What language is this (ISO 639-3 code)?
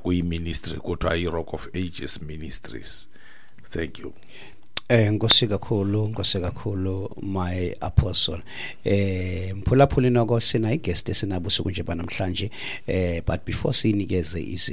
xho